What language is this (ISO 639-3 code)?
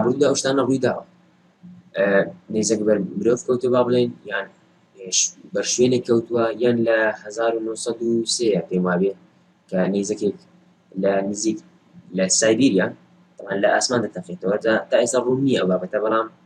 ckb